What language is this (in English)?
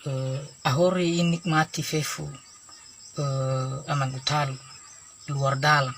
Nias